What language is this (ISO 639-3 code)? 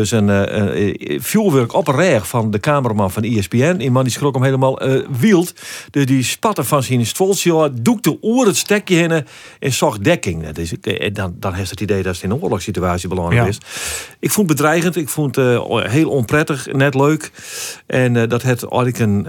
fry